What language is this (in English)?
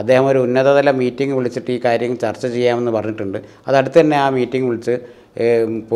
Malayalam